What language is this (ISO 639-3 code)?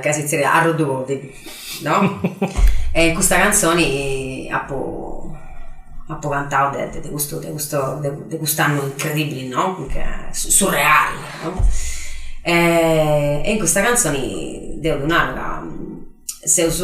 srd